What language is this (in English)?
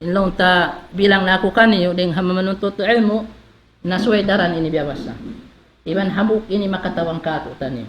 Tausug